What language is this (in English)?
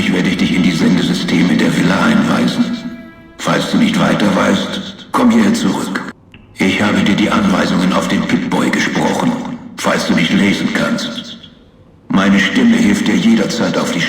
Bavarian